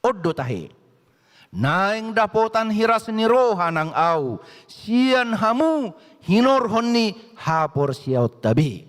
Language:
Batak Toba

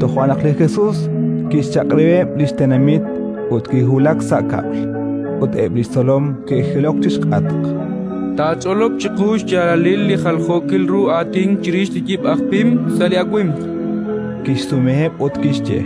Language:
Kekchí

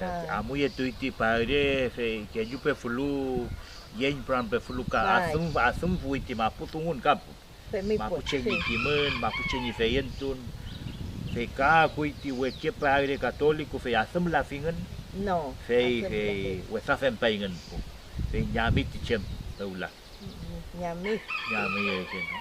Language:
Mapuche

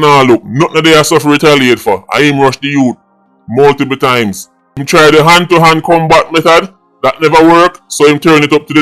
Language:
Jamaican Creole English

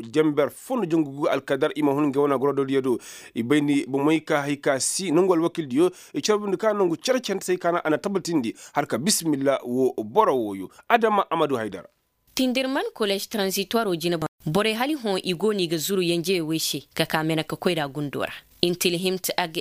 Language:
Koyraboro Senni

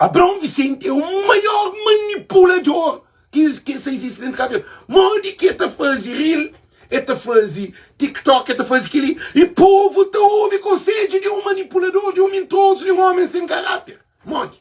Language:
Kabuverdianu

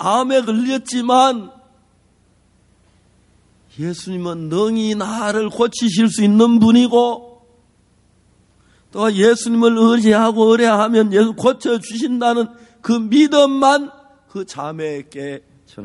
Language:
Korean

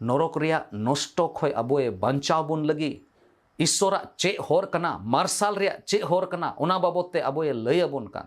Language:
Santali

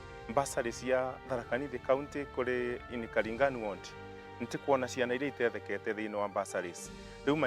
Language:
Meru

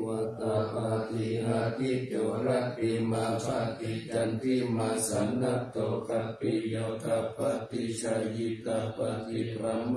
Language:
Pali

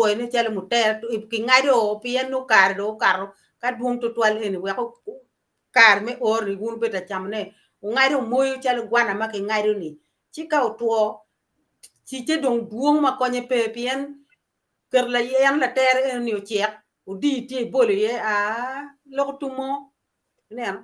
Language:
Acoli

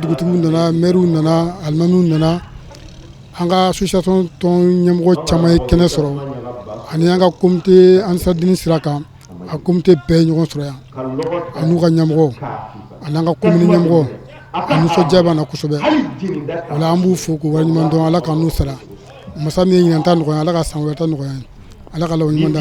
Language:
Bambara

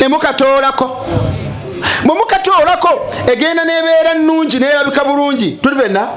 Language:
Ganda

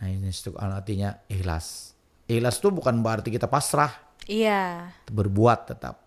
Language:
Banjar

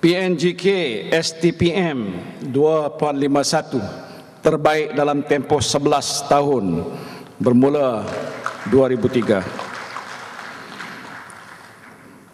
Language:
Malay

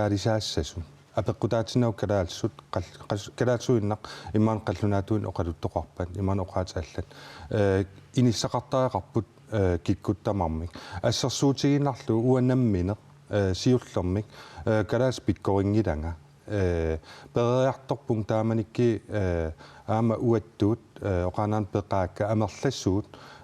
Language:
Kalaallisut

